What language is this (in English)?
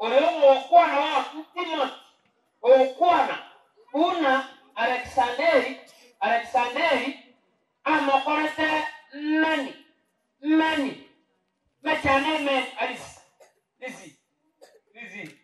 Gusii